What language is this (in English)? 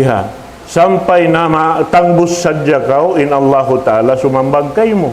Tausug